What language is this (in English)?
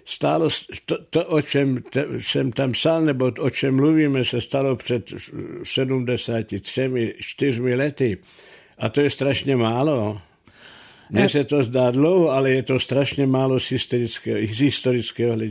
Czech